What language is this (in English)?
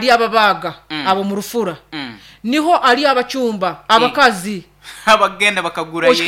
Nyoro